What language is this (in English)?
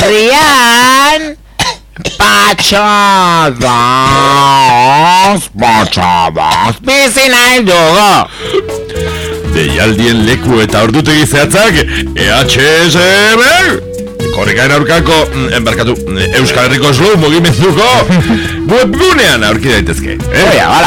Basque